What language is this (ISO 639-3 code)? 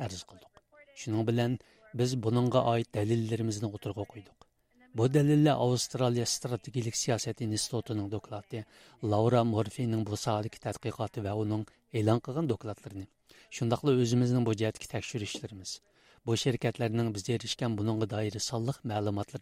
uig